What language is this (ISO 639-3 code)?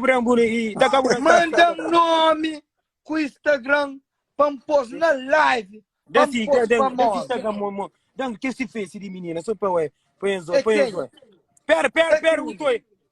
kea